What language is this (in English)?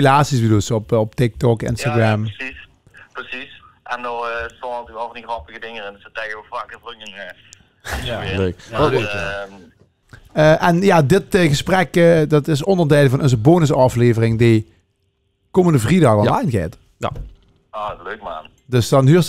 Limburgish